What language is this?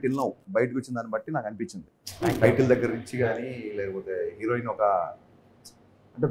Telugu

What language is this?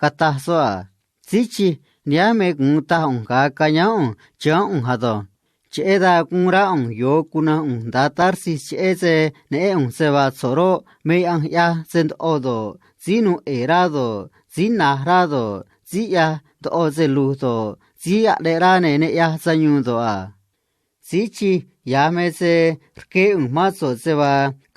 Copala Triqui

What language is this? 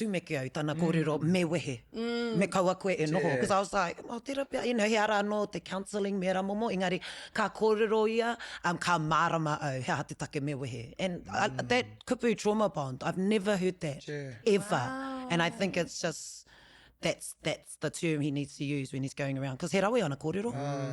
Māori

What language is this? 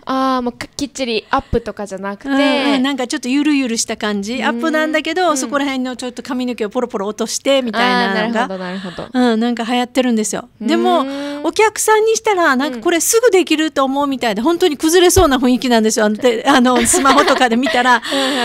Japanese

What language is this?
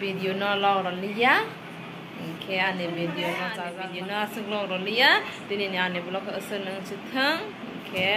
Kok Borok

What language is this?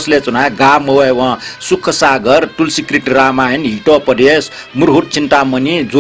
Newari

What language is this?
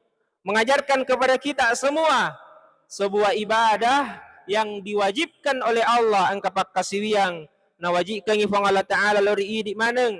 Buginese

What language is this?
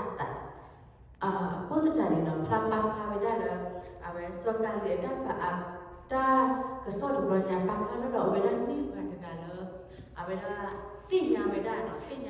S'gaw Karen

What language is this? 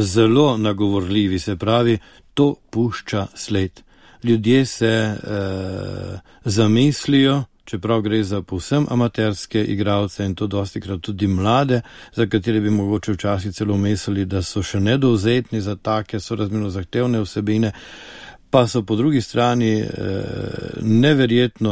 Slovenian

